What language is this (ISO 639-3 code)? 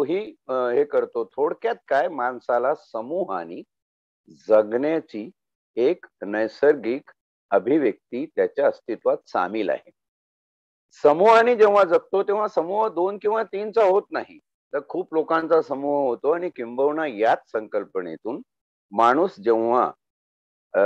mar